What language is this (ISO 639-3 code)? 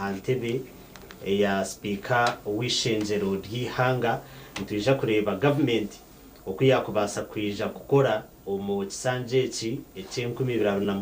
nyn